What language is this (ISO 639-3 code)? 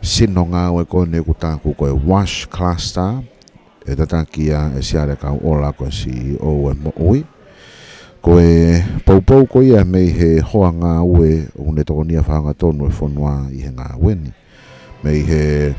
ton